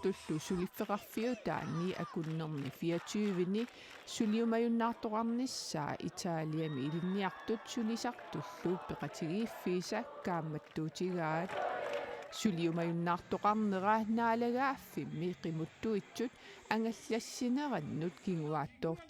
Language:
Kalaallisut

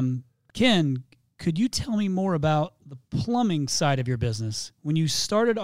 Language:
English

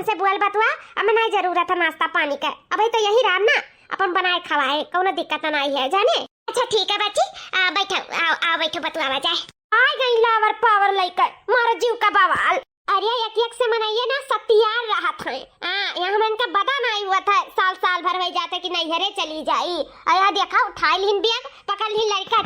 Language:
Awadhi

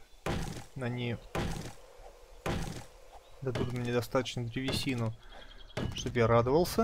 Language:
Russian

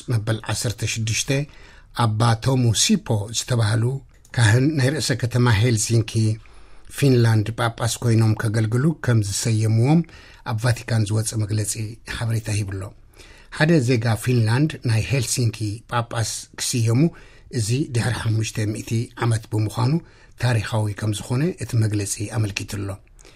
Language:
Tigrinya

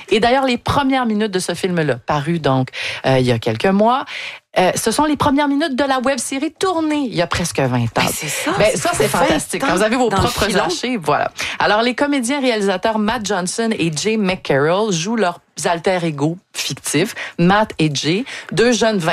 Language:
French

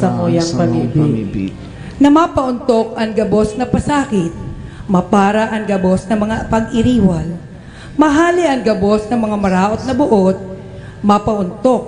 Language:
Bikol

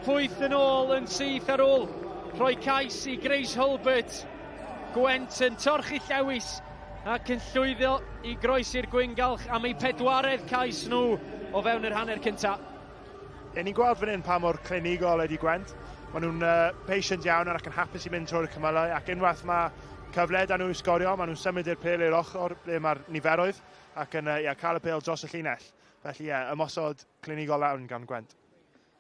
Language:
Welsh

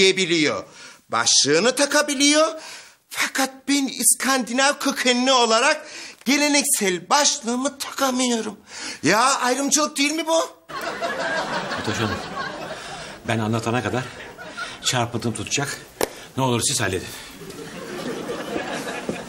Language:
Turkish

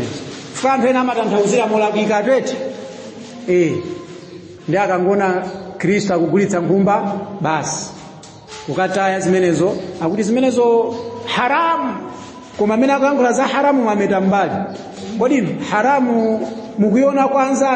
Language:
Nyanja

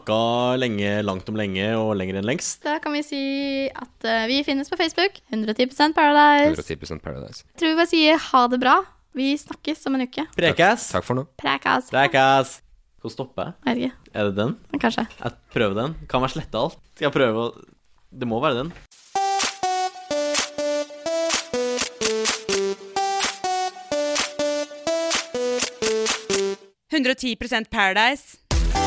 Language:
Norwegian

